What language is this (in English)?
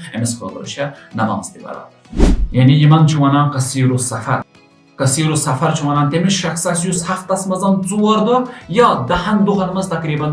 Kashmiri